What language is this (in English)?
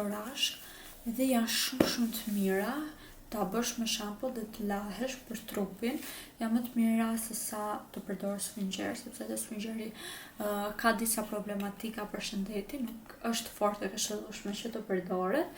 Albanian